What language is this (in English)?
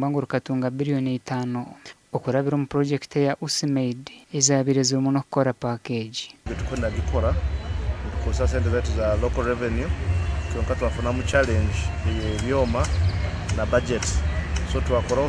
Nyankole